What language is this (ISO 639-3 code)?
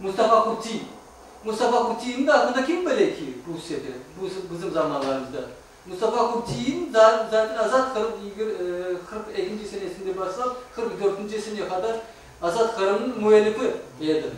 crh